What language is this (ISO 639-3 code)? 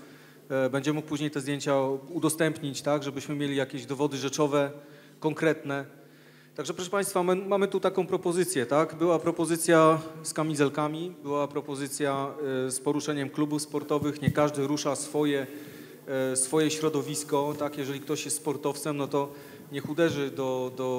pol